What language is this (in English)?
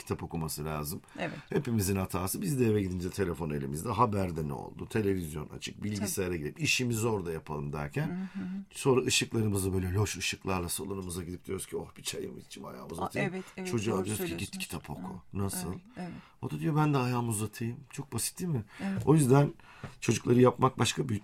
Turkish